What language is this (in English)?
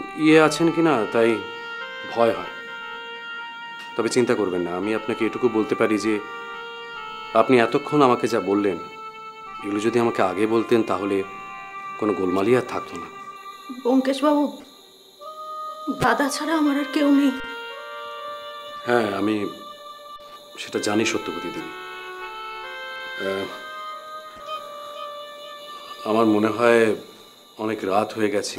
Bangla